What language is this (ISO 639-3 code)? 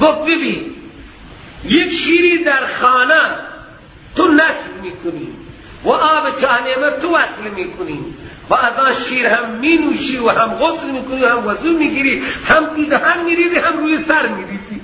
fas